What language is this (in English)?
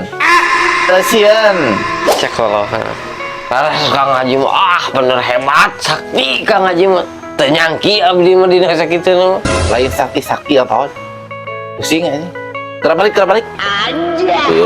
Sundanese